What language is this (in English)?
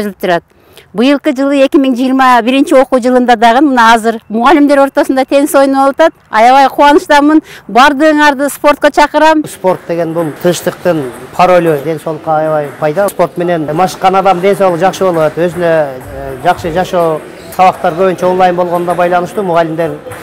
Kyrgyz